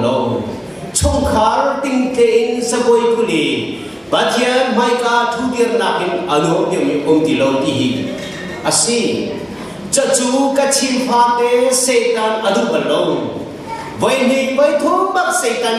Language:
Hakha Chin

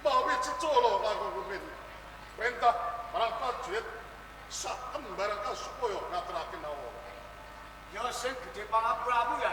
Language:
Javanese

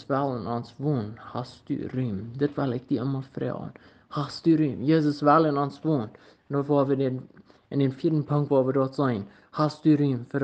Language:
Plautdietsch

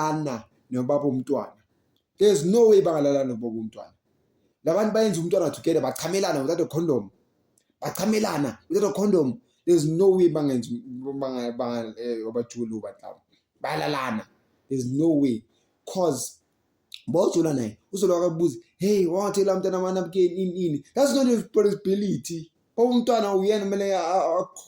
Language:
Zulu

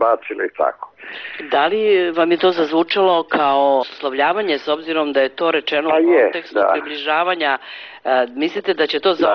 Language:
Serbian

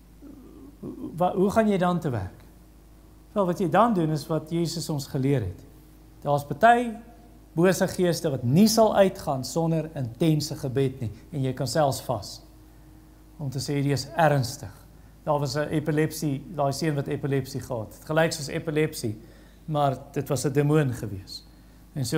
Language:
Afrikaans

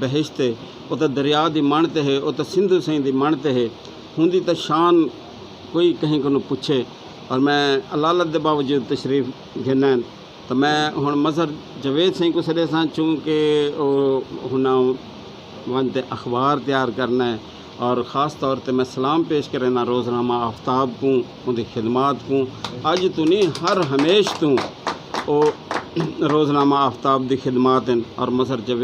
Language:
Saraiki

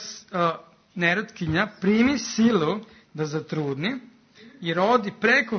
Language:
Serbian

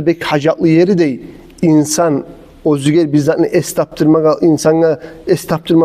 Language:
Kumyk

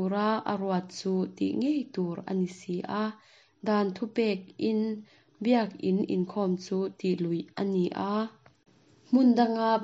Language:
Mizo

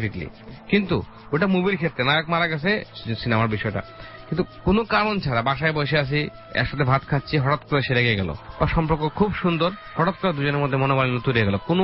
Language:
Bangla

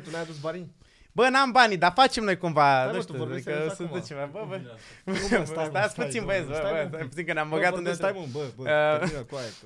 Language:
Romanian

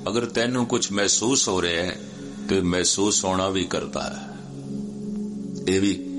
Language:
Punjabi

